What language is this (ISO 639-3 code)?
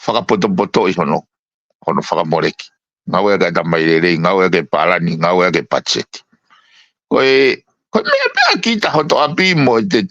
ton